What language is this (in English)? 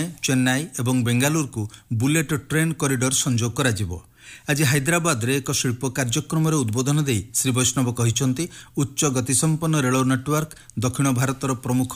Odia